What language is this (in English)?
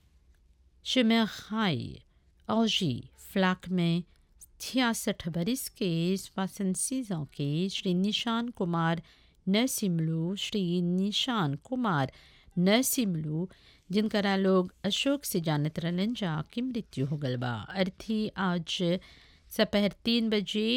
Bhojpuri